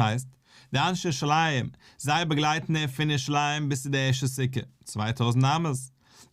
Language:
Yiddish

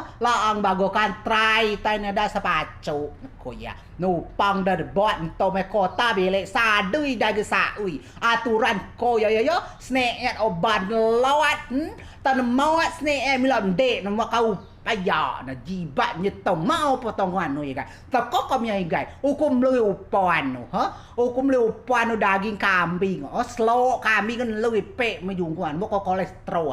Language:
Rejang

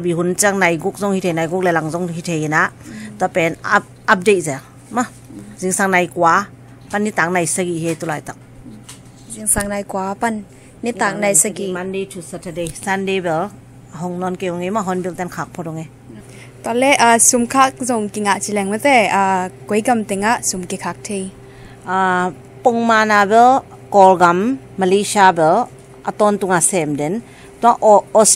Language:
Tedim Chin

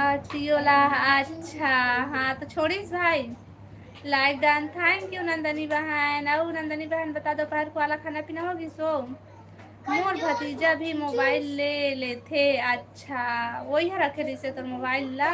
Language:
Chhattisgarhi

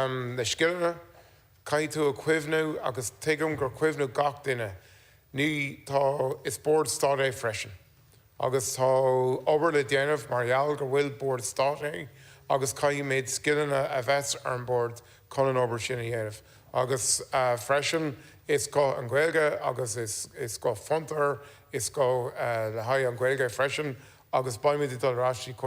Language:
Irish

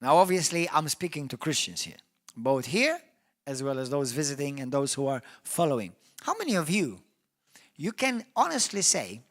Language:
English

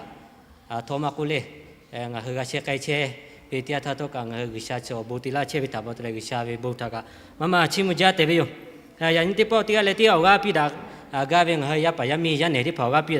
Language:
Lahu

